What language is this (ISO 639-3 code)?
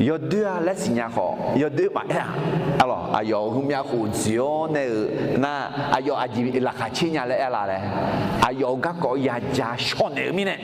ahk